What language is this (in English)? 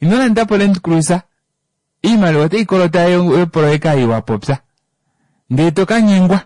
Kuanyama